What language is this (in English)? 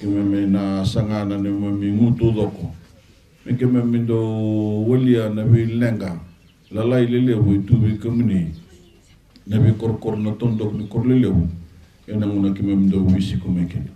Fijian